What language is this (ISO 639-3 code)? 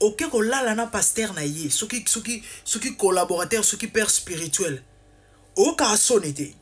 lin